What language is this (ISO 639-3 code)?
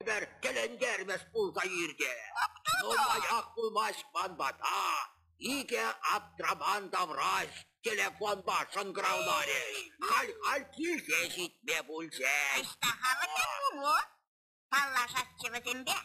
chv